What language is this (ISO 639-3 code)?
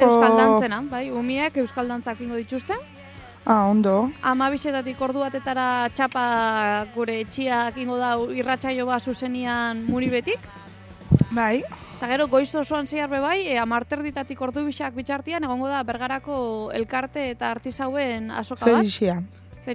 eus